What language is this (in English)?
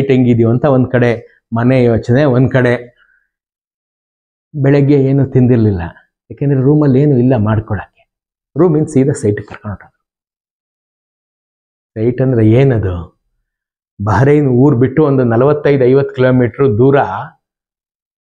Kannada